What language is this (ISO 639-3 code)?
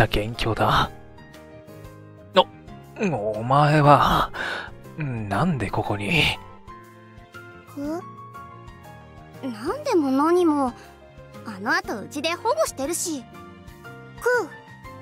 jpn